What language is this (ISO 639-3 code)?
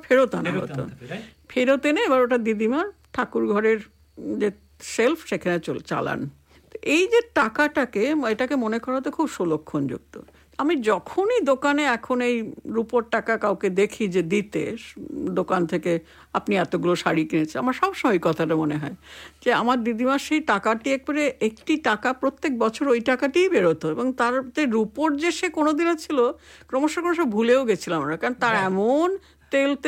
ben